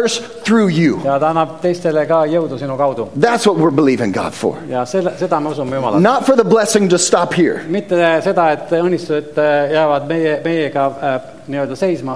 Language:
Estonian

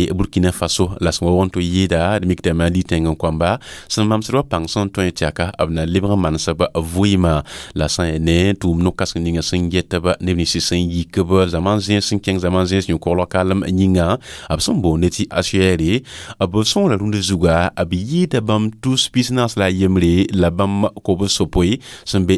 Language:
Mossi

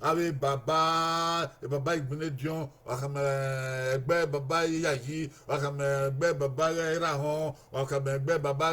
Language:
Bini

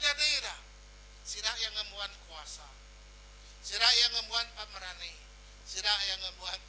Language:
Iban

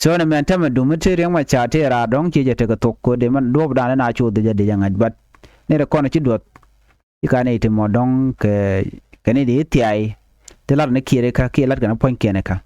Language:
Nuer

